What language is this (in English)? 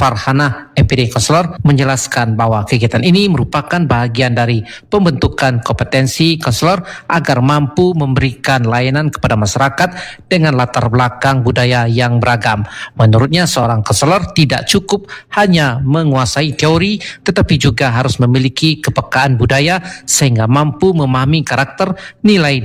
Indonesian